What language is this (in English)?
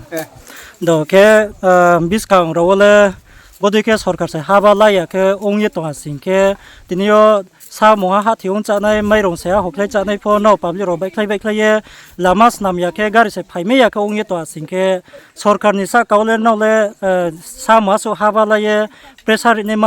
Riang (India)